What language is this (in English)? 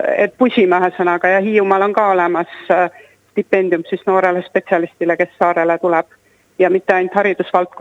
Estonian